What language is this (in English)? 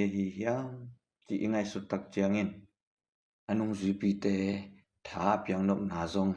Tedim Chin